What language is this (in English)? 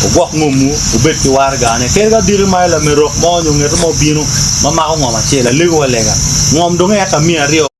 Acoli